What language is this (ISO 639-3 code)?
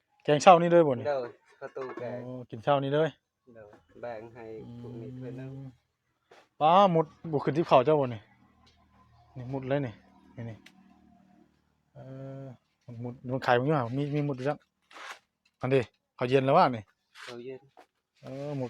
tts